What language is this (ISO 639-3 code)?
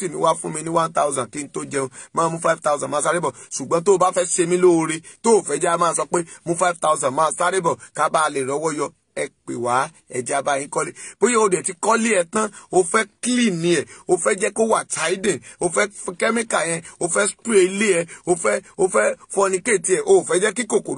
yor